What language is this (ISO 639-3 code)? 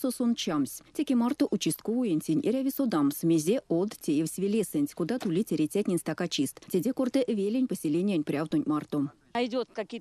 myv